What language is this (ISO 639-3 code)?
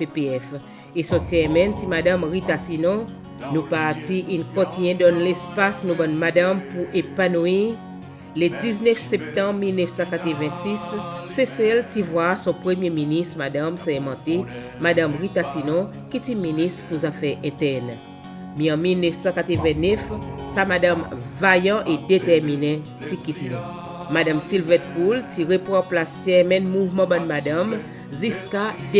crs